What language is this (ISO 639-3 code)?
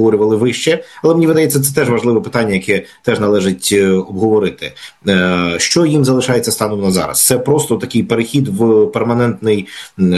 ukr